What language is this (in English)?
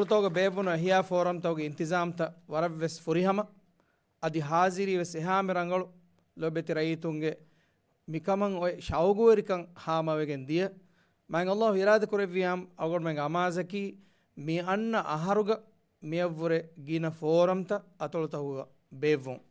Divehi